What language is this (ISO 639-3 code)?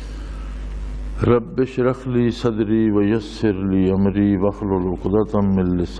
urd